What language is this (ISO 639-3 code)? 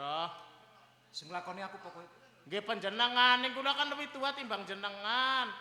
jav